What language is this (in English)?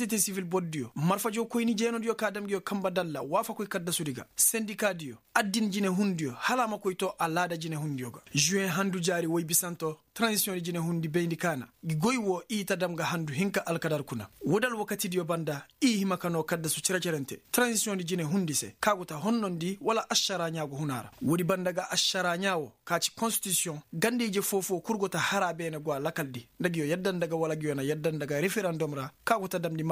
Koyraboro Senni